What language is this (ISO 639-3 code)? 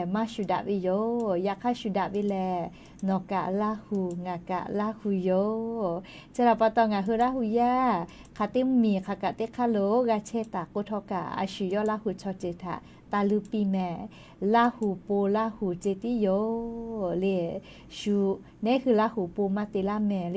lhu